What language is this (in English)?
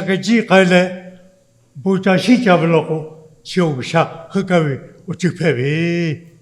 Lahu